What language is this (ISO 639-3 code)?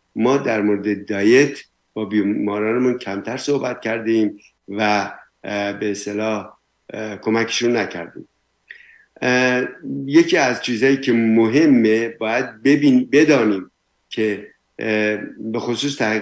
fas